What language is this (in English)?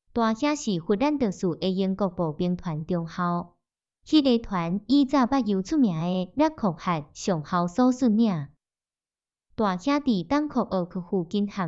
Min Nan Chinese